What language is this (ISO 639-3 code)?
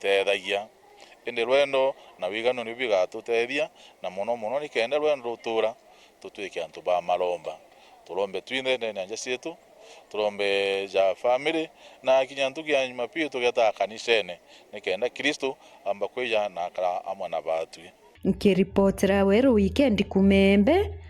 mer